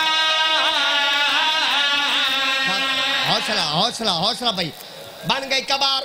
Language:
Hindi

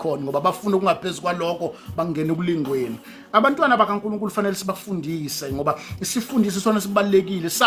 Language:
Zulu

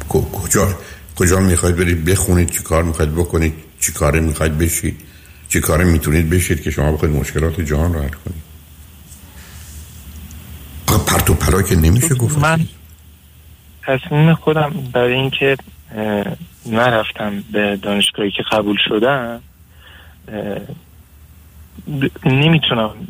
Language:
Persian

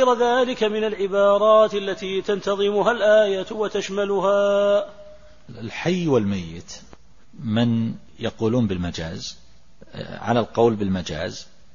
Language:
Arabic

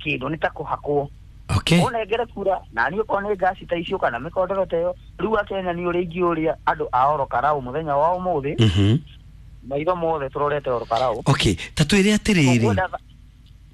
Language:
Kikuyu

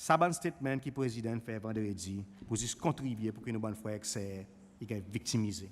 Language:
Seselwa Creole French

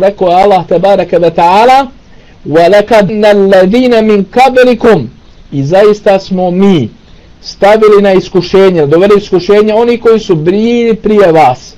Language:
Bosnian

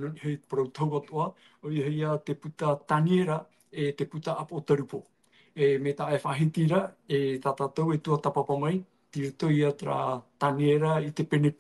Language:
Tahitian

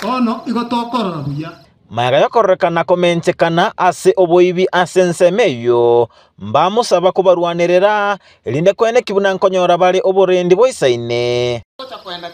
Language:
Gusii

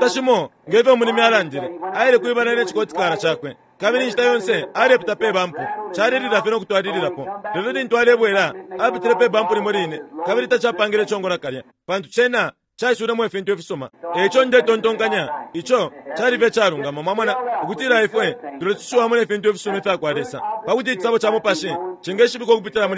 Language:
Bemba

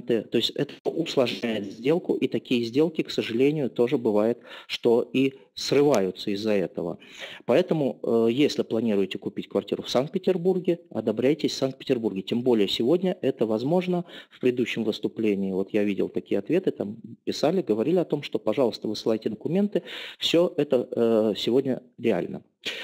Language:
Russian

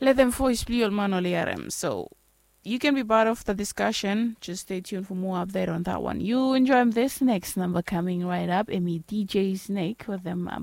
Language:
Bislama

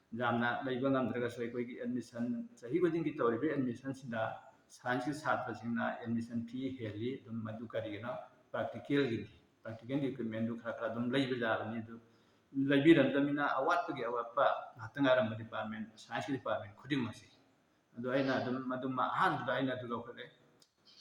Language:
Manipuri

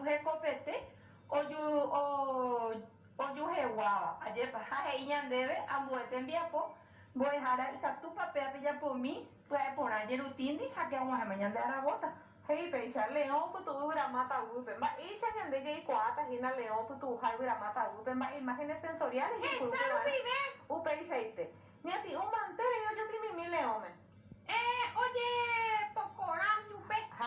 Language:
Guarani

